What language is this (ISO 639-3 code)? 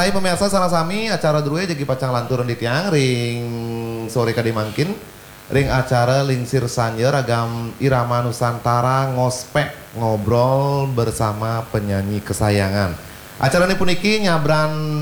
ban